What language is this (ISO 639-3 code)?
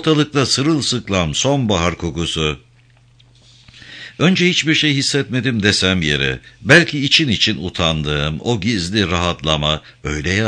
tur